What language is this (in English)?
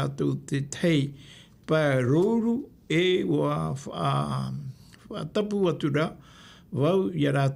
Tahitian